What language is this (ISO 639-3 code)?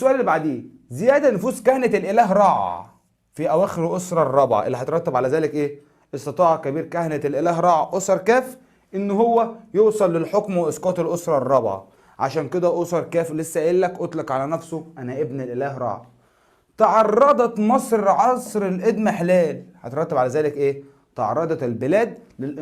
arz